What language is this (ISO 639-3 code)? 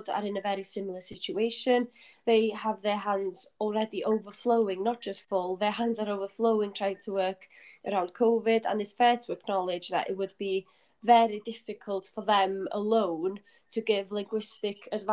eng